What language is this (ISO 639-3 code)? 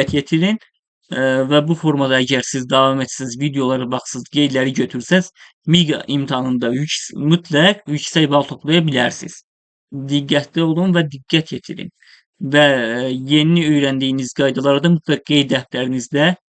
aze